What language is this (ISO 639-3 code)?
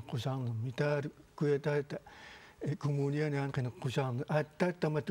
kal